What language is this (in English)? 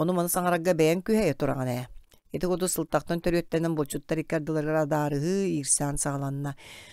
Yakut